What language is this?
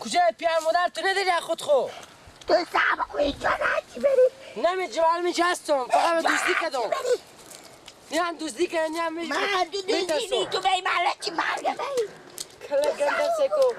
Persian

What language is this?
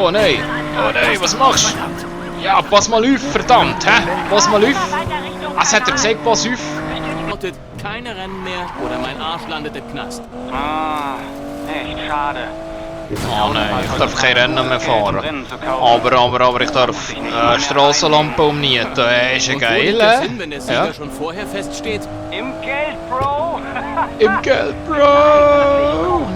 Swiss German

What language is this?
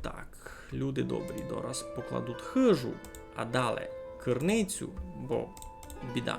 Rusyn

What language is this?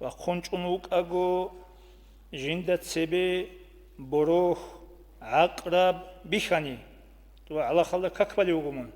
Avaric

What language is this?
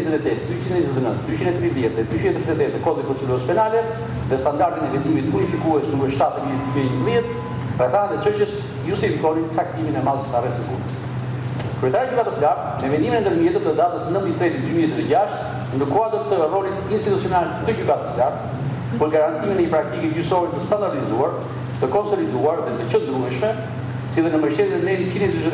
Albanian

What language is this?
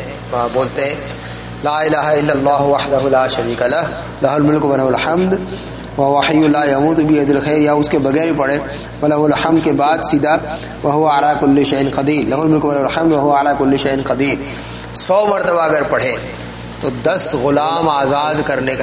Urdu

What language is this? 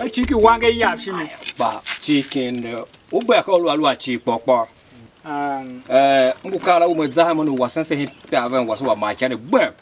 Tiv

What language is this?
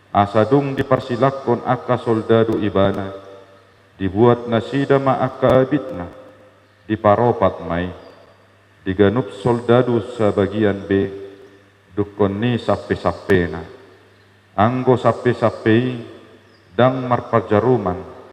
Batak Toba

